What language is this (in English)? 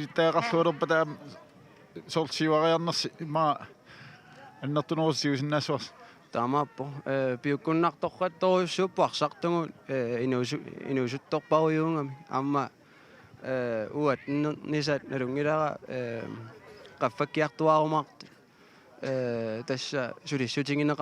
Kalaallisut